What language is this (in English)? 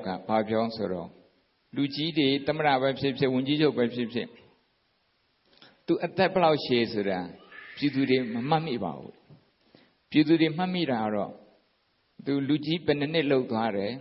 Burmese